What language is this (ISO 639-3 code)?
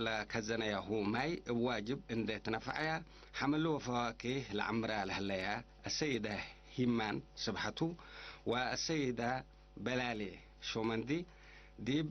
tig